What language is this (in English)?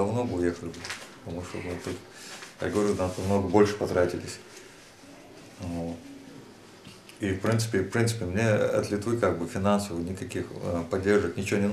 Russian